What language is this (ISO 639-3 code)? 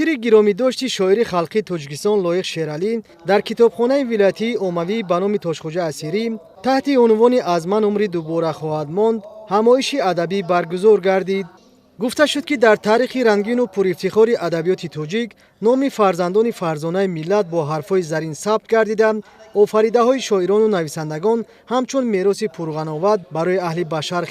tgk